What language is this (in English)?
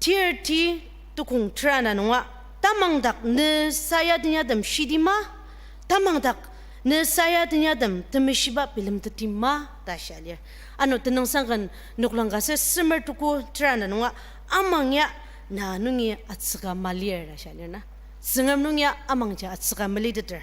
Ao Naga